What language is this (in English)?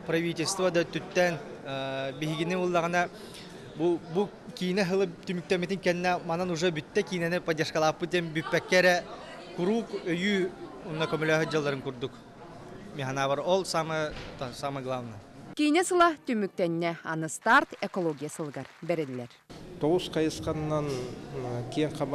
Yakut